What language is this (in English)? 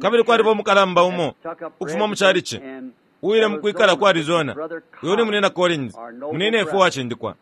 Bemba